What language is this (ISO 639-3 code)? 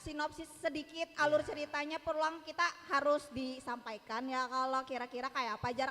bjn